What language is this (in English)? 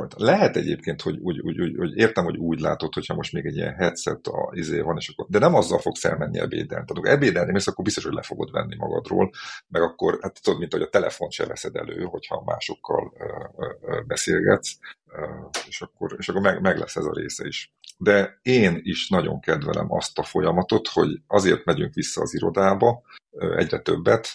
Hungarian